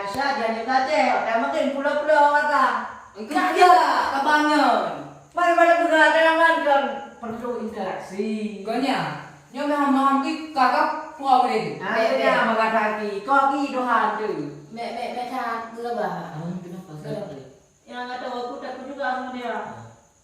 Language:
Achinese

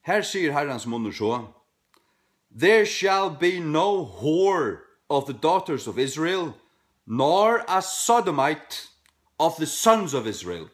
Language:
Faroese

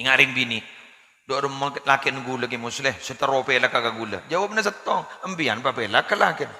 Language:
Madurese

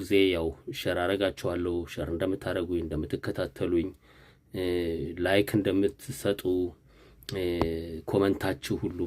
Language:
Amharic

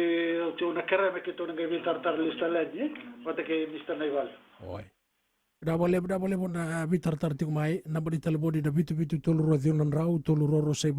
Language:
Fijian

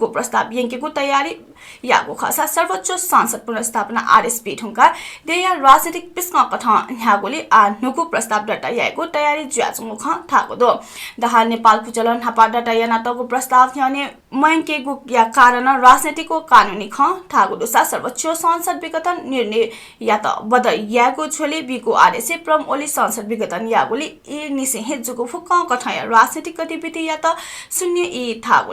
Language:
Newari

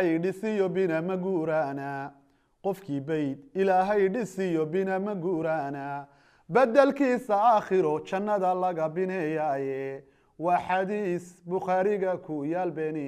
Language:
Somali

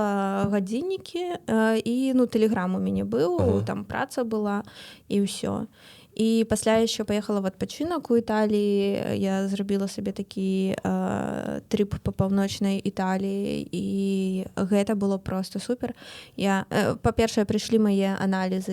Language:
Belarusian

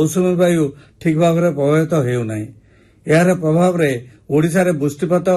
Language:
Odia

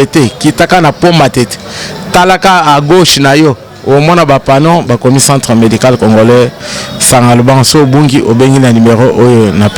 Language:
Lingala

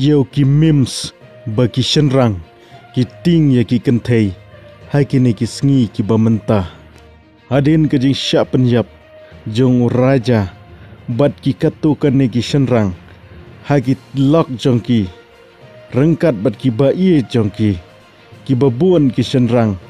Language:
Khasi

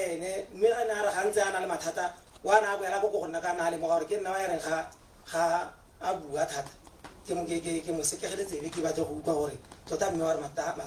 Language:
Tswana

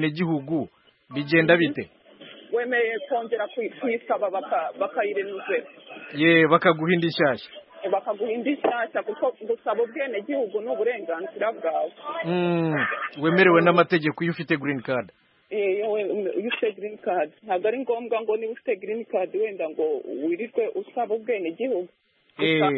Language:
Kinyarwanda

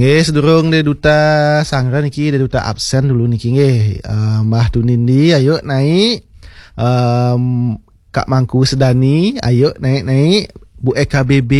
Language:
Balinese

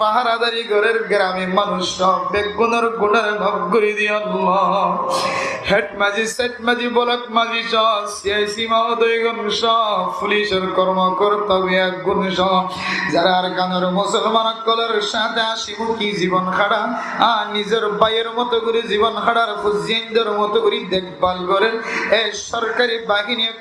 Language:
Rohingya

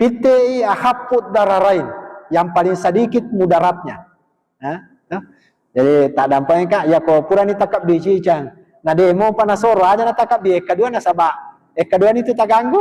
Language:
Buginese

